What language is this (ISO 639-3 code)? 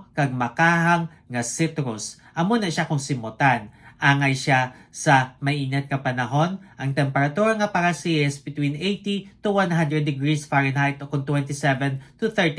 hil